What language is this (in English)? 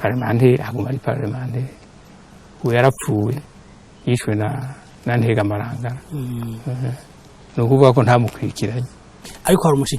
Rundi